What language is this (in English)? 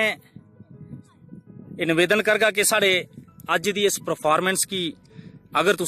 Dogri